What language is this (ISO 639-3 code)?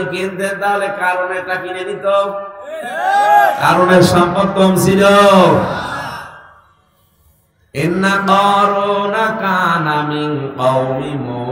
ben